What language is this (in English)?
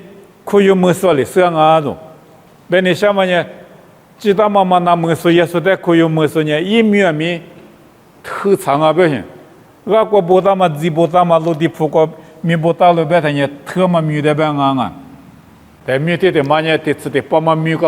Lisu